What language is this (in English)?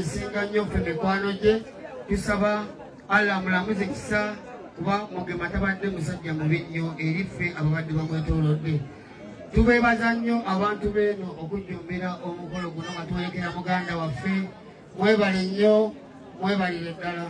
Ganda